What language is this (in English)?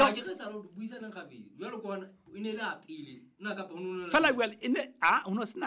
Southern Sotho